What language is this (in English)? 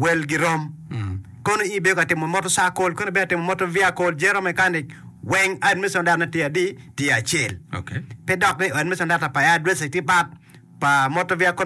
Acoli